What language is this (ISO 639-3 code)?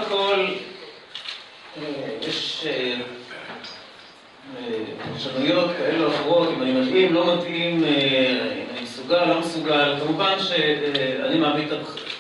heb